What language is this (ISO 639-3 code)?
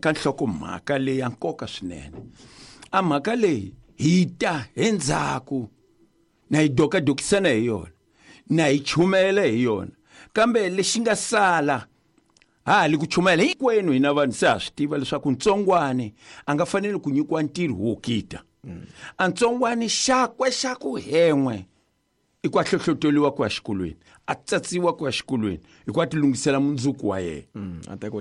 tso